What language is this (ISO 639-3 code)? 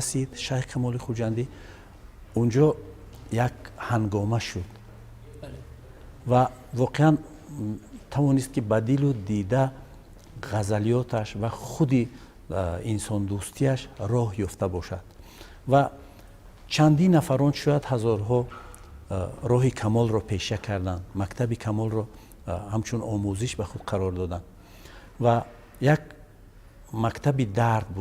tgk